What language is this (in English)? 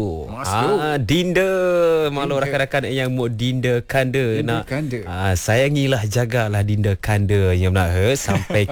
Malay